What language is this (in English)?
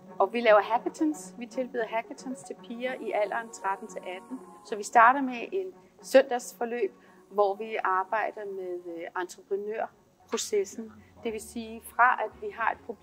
Danish